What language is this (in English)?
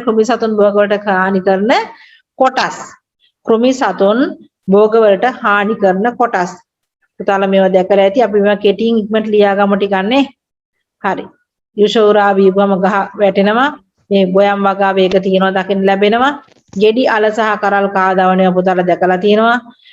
Sinhala